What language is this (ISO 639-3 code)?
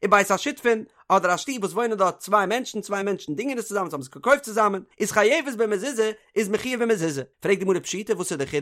yid